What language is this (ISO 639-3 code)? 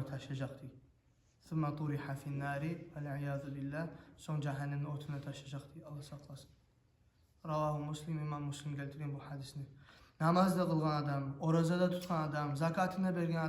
kum